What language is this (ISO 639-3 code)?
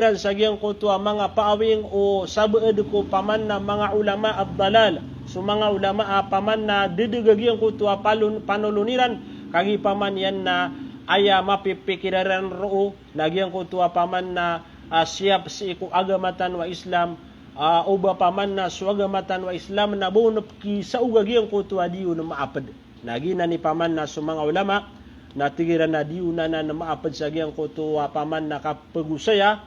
mrw